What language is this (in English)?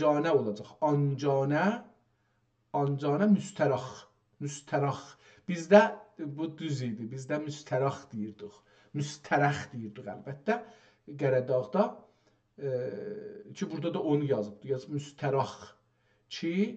South Azerbaijani